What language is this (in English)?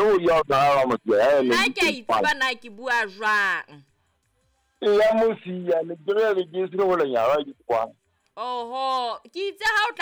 Southern Sotho